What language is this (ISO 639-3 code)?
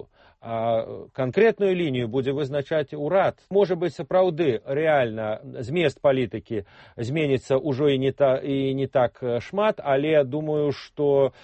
bel